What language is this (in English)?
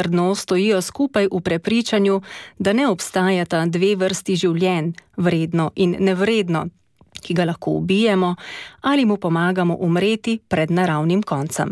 Slovenian